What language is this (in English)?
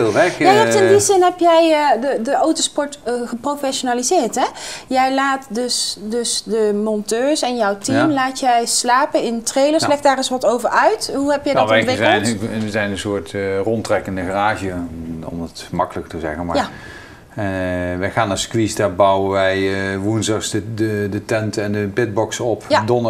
Dutch